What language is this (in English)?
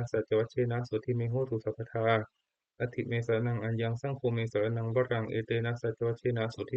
Pali